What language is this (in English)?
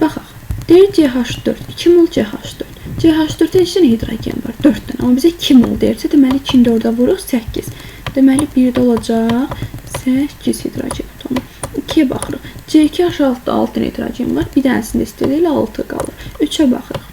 Azerbaijani